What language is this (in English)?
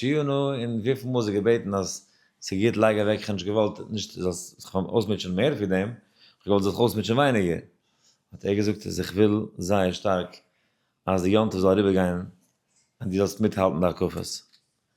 Yiddish